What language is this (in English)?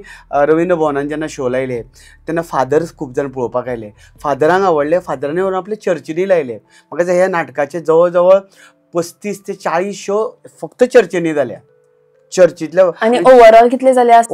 Konkani